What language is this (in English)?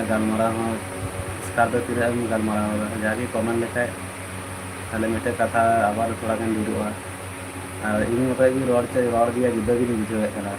Santali